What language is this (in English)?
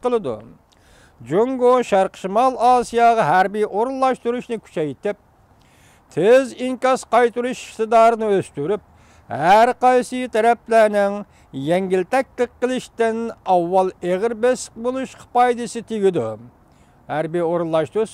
Uyghur